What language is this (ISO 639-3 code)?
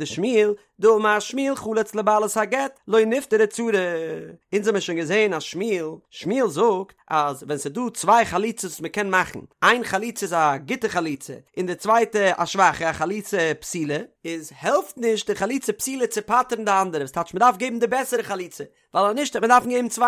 yid